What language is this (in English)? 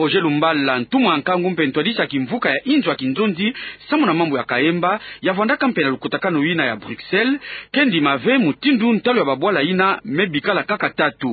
Kituba (Democratic Republic of Congo)